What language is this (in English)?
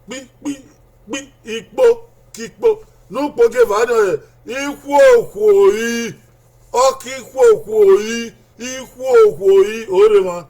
Bini